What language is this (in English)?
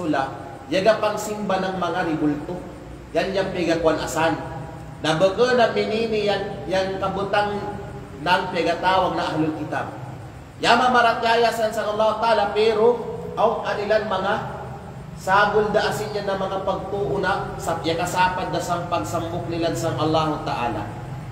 Kalagan